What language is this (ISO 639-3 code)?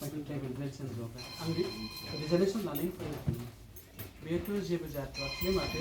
brx